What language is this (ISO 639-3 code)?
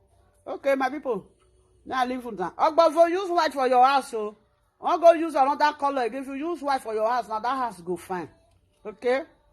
pcm